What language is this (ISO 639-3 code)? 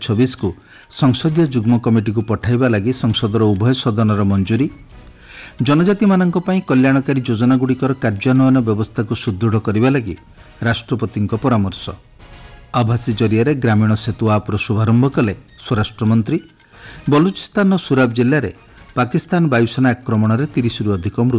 ori